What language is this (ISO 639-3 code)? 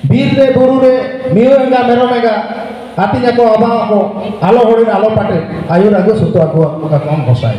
sat